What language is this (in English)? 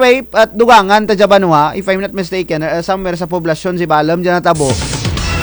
Kinaray-a